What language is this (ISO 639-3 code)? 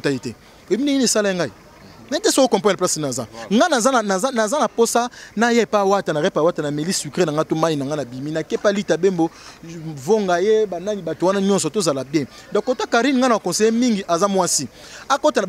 lin